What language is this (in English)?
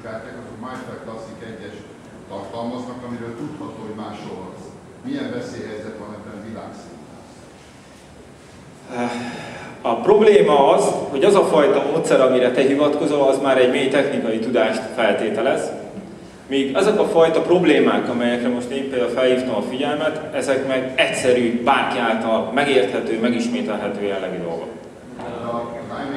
Hungarian